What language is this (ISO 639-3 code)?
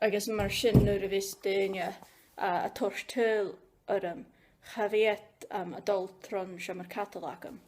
gla